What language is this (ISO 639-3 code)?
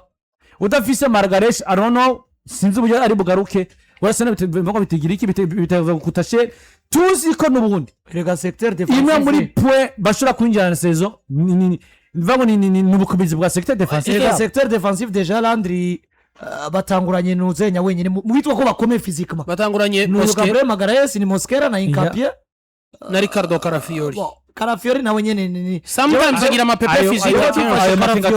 run